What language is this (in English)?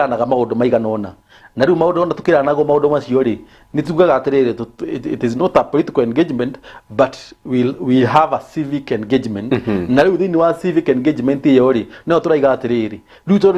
Kikuyu